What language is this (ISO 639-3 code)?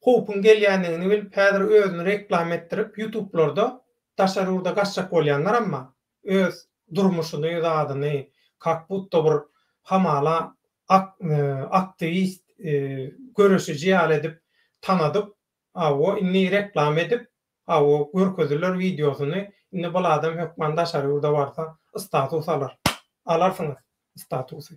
tuk